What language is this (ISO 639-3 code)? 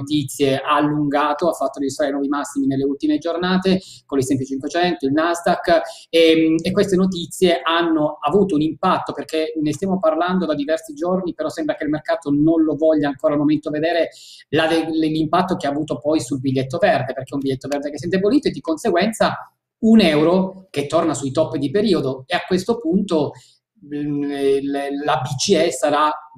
ita